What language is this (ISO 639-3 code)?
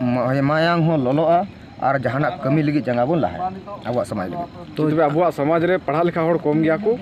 sat